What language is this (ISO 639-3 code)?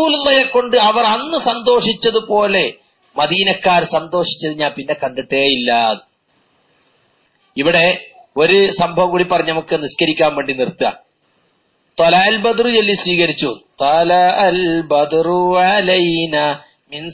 mal